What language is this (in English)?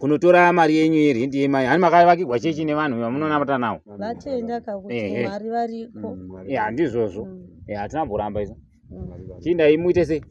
Shona